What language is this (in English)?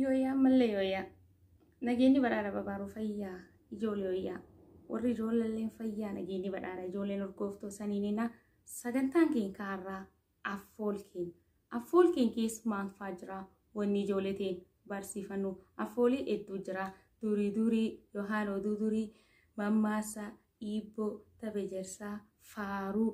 Oromo